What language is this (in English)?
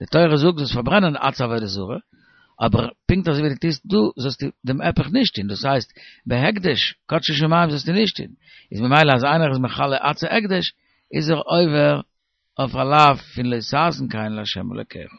Yiddish